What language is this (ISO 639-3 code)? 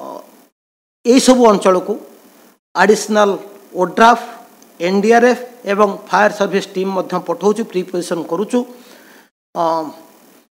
ori